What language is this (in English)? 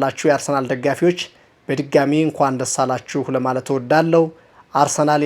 Amharic